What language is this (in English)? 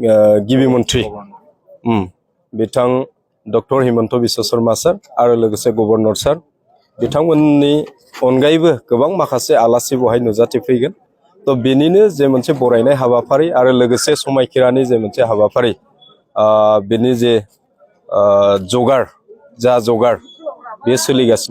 Bodo